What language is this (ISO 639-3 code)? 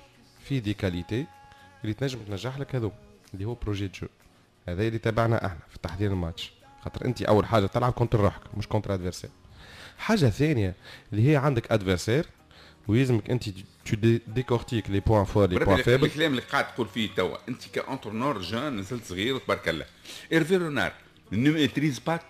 aeb